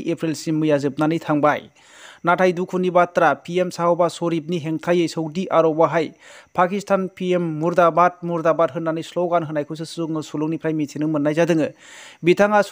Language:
Bodo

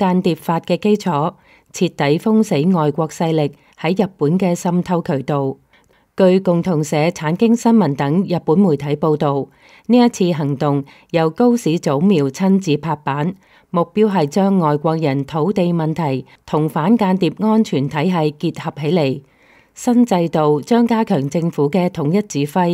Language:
Cantonese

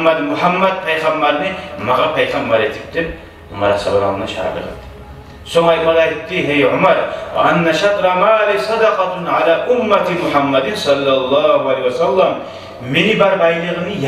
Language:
Kumyk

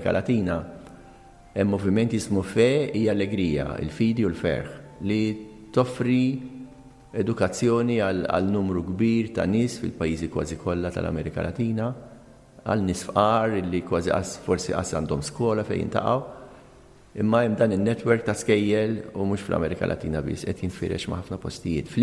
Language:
Maltese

